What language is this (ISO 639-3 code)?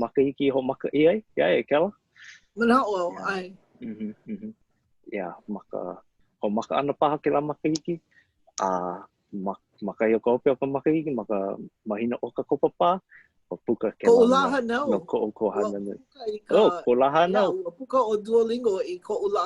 haw